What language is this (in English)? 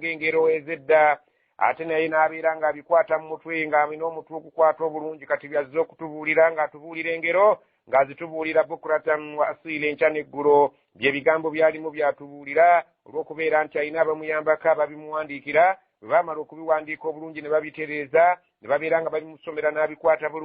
Ganda